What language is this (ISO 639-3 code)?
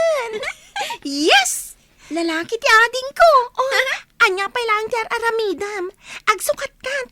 ilo